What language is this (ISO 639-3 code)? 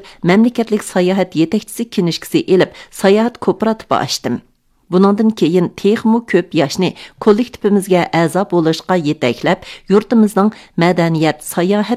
uig